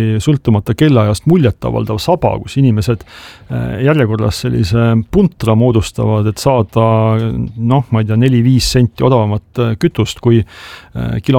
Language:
Estonian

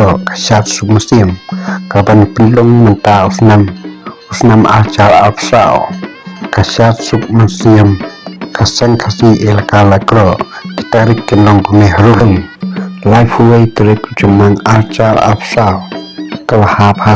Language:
Khasi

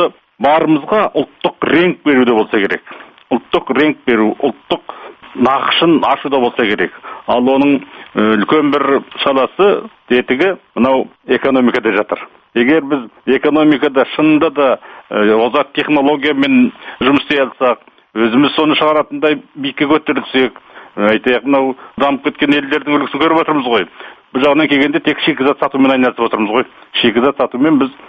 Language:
Kazakh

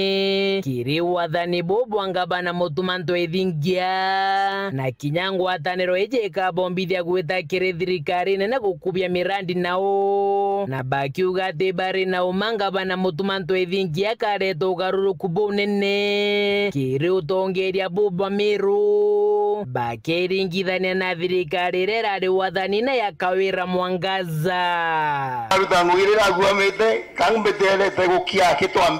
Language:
Meru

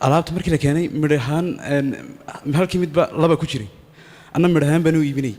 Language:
Somali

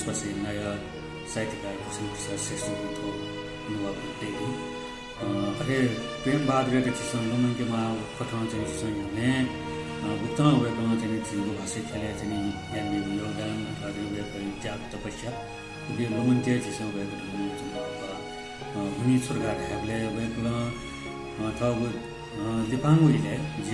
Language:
Newari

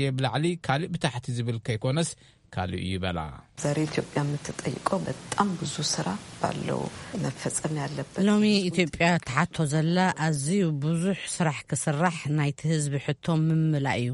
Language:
Tigrinya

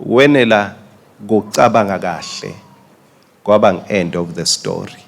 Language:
Swati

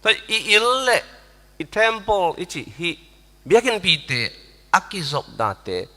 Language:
Tedim Chin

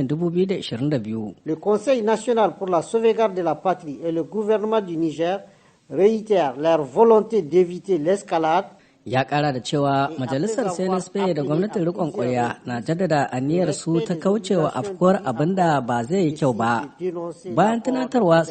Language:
Hausa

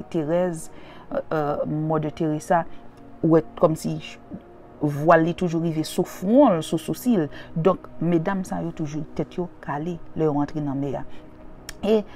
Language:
Haitian Creole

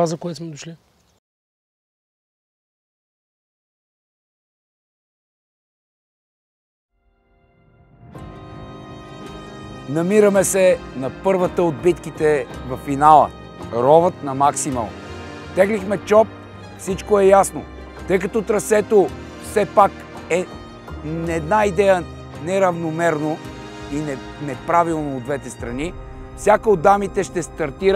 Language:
Bulgarian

